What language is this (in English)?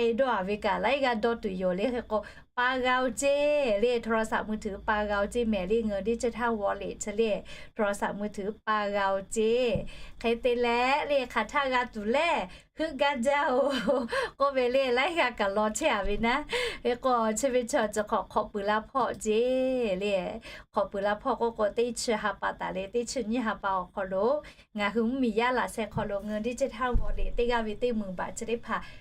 Lahu